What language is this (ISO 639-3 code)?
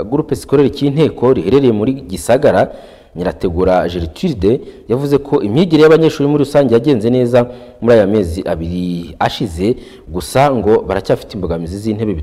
kin